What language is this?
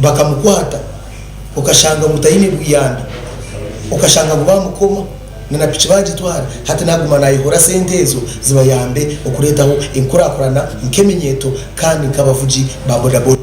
Nyankole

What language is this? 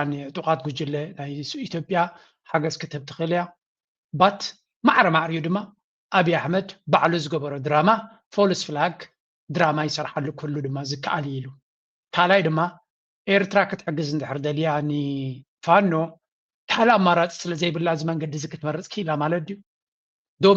Tigrinya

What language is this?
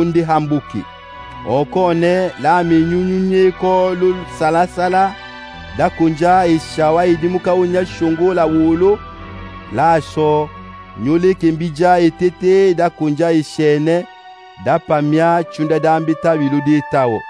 Swahili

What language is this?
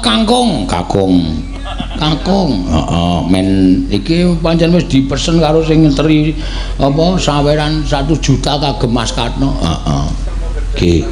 Javanese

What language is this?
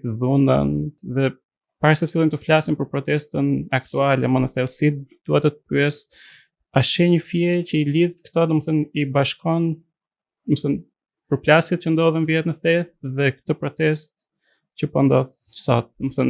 Albanian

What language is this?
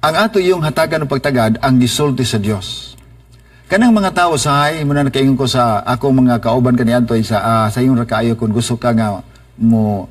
Cebuano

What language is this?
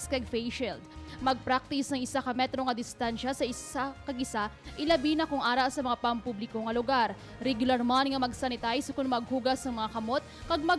Hiligaynon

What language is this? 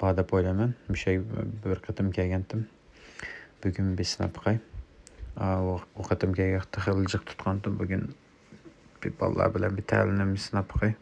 Uyghur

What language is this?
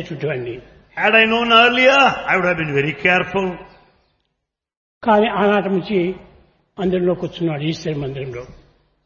Telugu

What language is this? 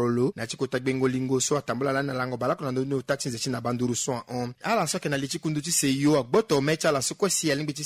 Sango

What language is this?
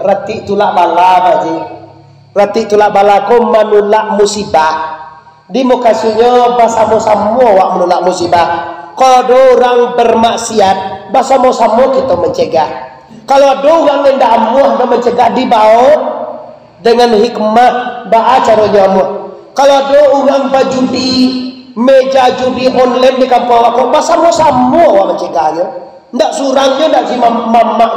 Minangkabau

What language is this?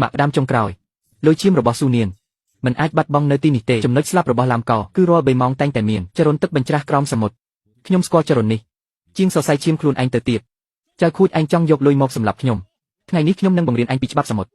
Khmer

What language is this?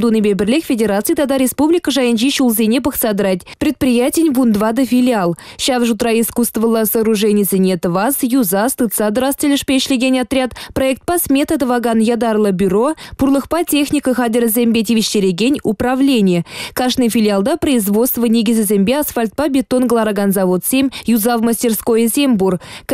Chuvash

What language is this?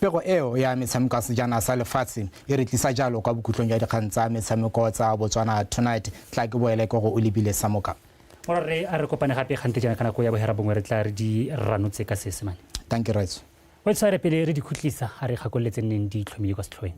Tswana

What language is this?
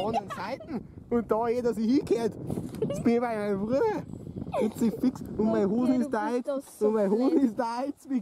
Bavarian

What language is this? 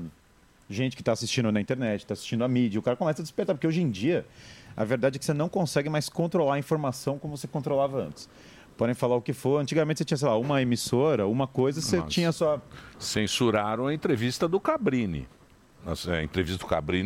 Portuguese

